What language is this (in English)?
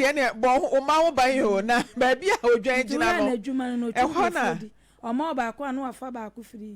Akan